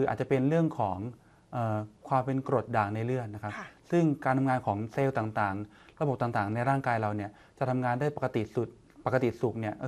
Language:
Thai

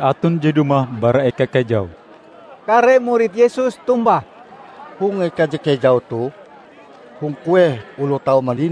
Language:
Ngaju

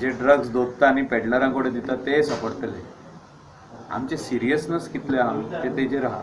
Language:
Konkani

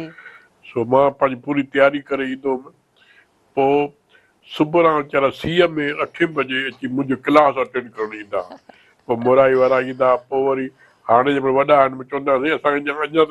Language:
Sindhi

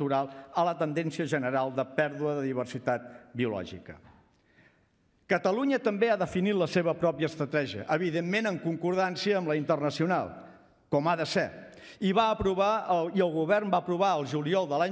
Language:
Catalan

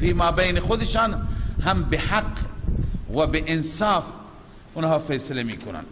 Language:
Persian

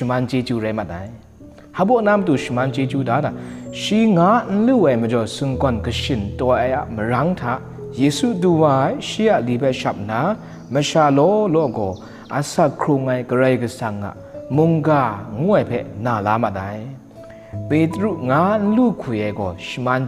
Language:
Kachin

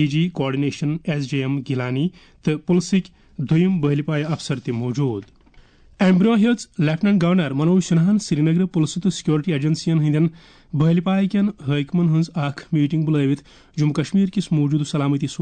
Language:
Kashmiri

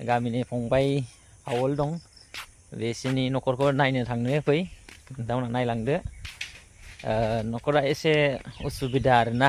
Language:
Bodo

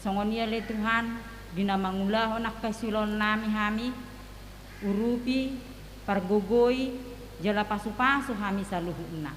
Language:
Batak Toba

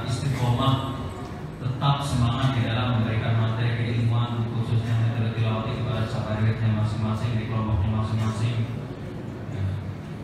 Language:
Indonesian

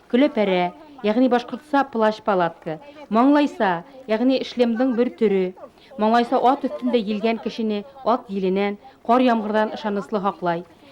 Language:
Bashkir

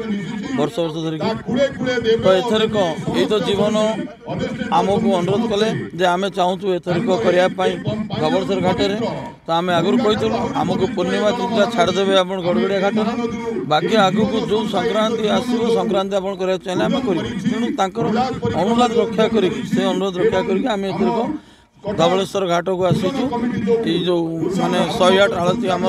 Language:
Odia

